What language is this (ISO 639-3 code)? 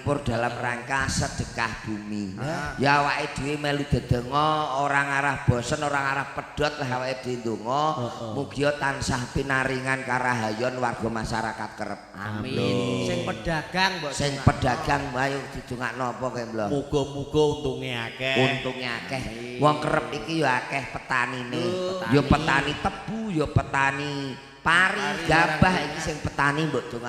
jav